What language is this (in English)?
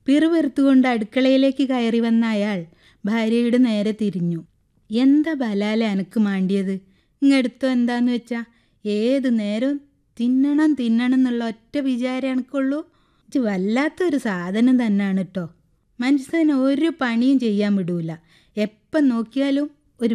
Malayalam